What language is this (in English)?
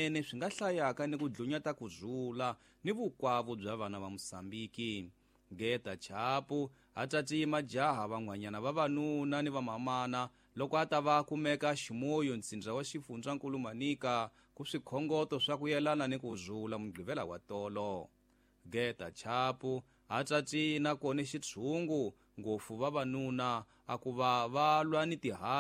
Tsonga